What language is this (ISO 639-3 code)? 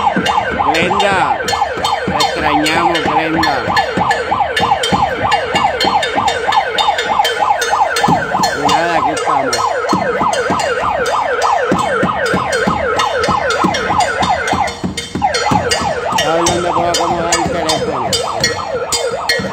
spa